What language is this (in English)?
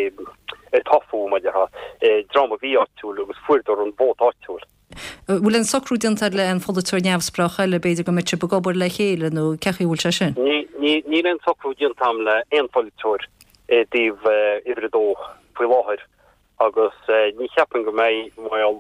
Irish